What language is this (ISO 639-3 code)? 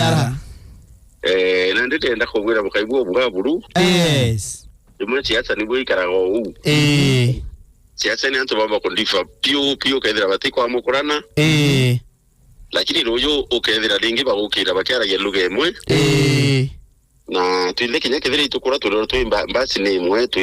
mer